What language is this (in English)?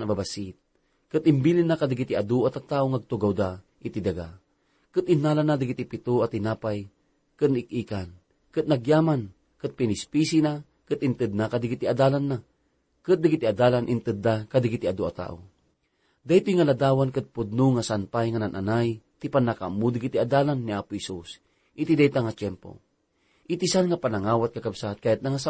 Iloko